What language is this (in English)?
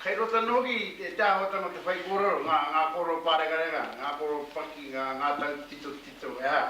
Māori